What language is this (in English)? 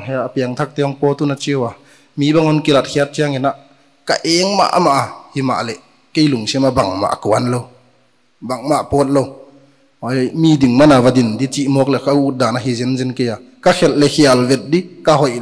Paite Chin